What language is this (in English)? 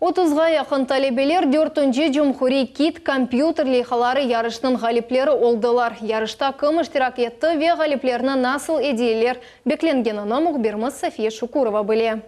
Crimean Tatar